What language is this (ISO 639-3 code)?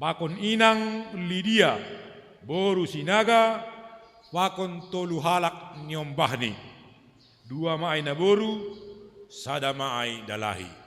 bts